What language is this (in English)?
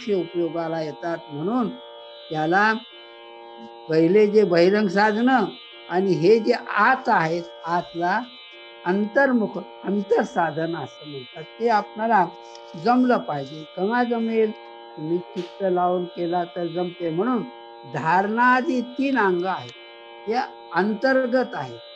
Marathi